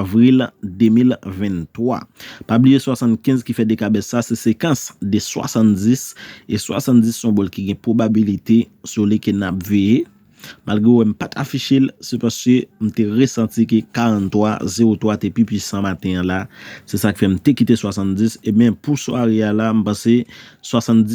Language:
Haitian Creole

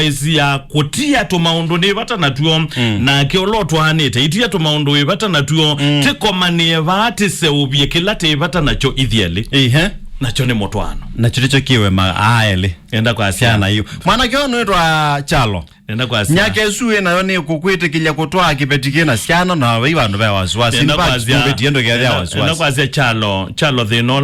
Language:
Kamba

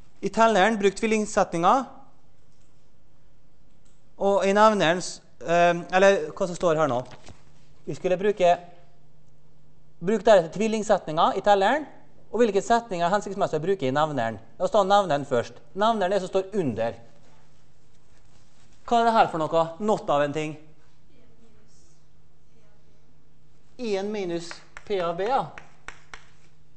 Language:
Norwegian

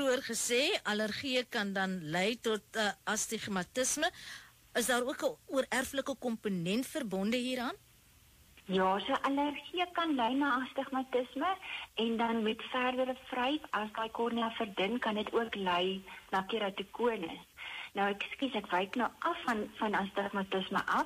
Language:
Afrikaans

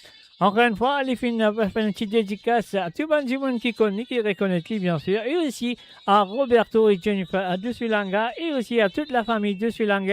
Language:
Morisyen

